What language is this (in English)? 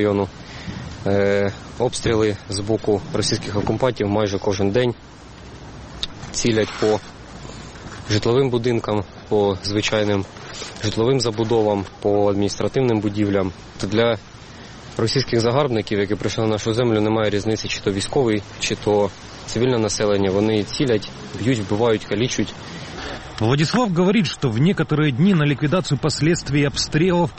Ukrainian